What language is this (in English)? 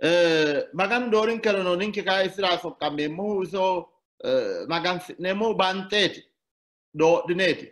Sidamo